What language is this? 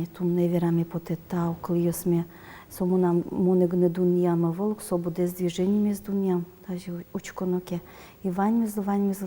Udmurt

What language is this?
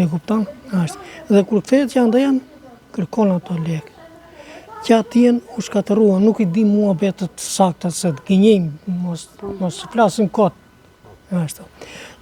Albanian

